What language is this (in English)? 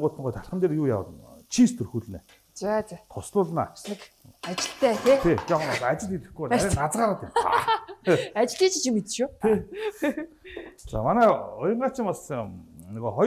Mongolian